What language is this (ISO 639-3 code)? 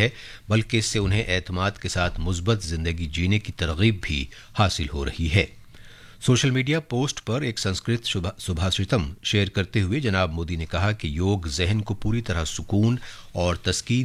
urd